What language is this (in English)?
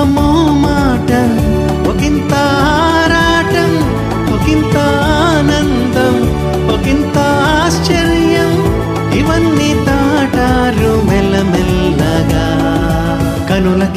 Telugu